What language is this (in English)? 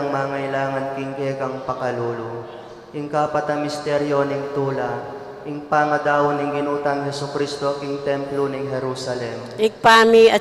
Pampanga